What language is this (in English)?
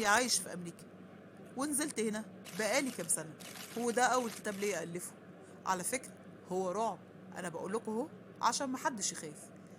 Egyptian Arabic